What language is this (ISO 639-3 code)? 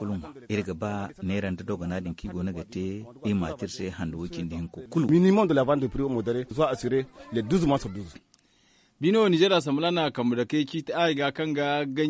dje